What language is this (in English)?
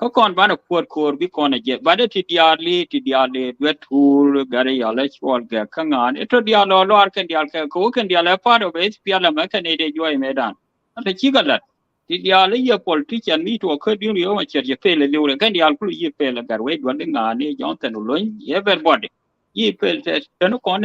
Nuer